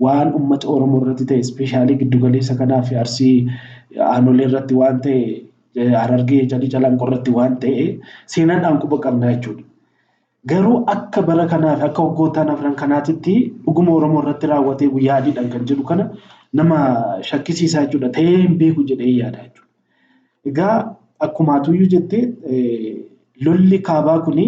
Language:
Oromo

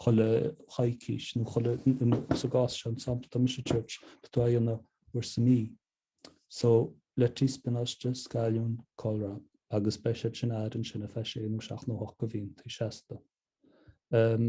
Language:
Irish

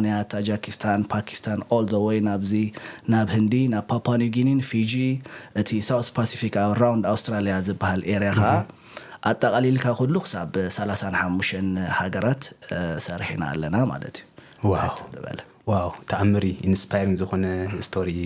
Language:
Tigrinya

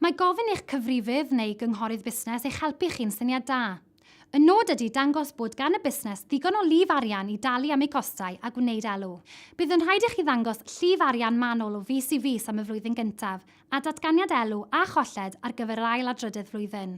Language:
Welsh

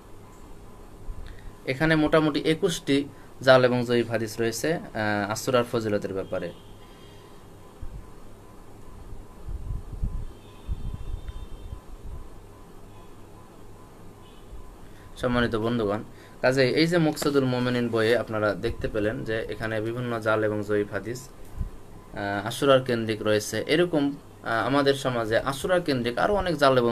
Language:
Bangla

